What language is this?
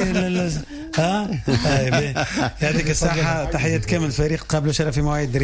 Tunisian Arabic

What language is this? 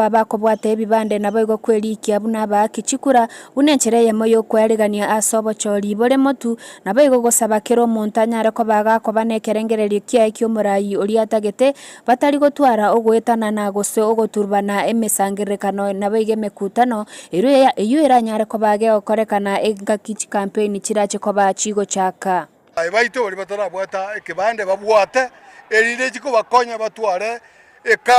Gusii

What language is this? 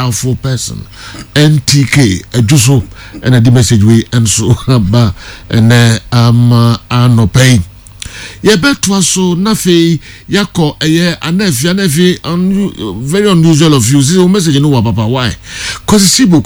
Akan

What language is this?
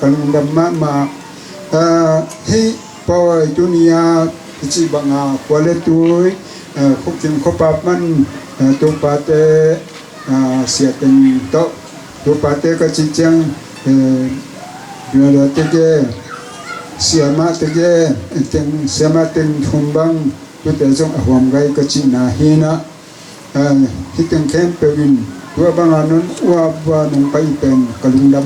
Tedim Chin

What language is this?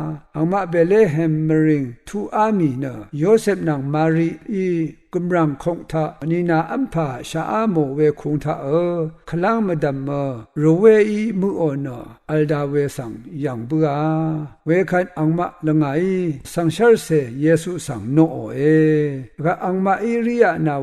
Rawang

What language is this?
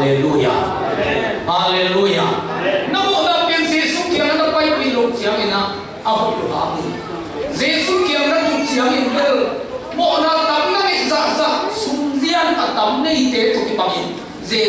Tedim Chin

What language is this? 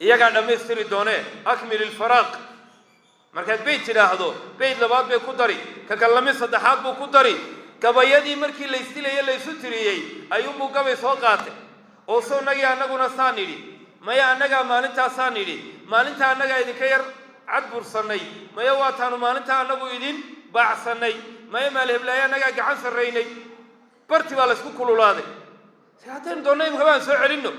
Somali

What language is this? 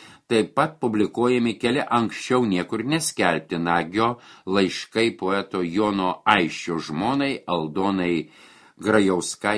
Lithuanian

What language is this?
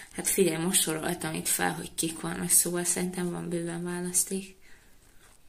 Hungarian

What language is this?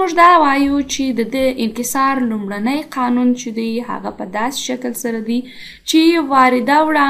Pashto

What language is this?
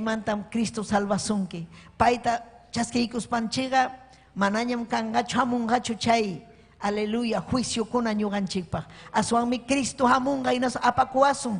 Ayacucho Quechua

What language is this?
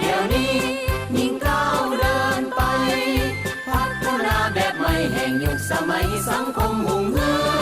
Lao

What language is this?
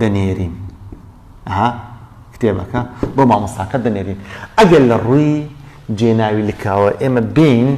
Central Kurdish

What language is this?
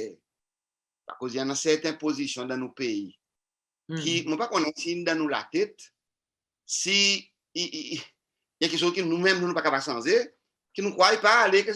Seselwa Creole French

